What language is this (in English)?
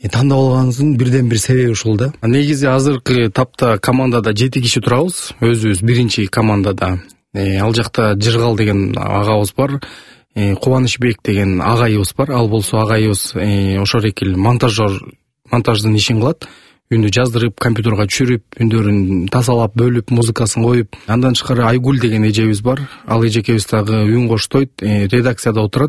Kyrgyz